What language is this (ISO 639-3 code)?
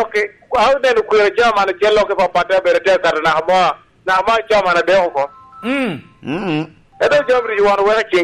laj